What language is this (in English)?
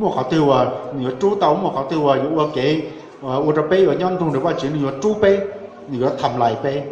Hmong